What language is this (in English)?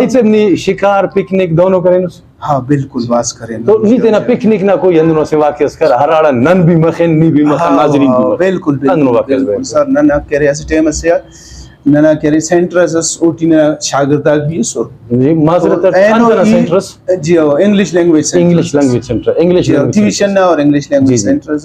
Brahui